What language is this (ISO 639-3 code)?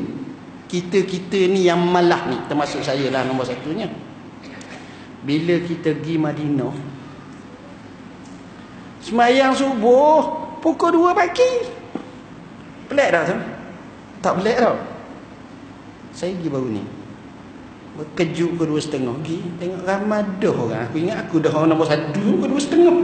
msa